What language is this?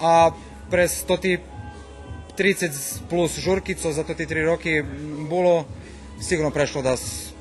Rusyn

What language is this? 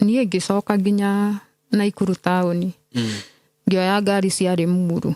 Kikuyu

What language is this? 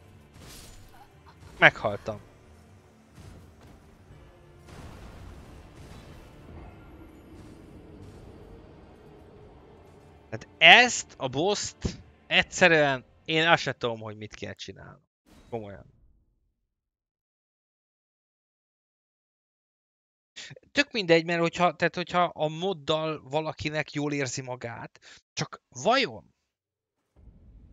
Hungarian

